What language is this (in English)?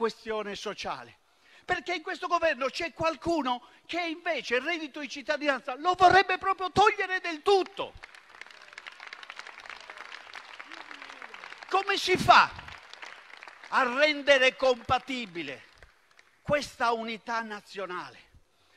Italian